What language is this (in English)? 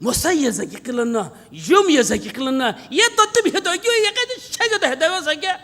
Sumi Naga